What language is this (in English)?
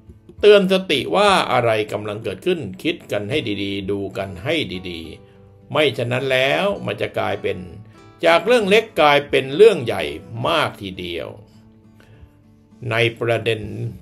Thai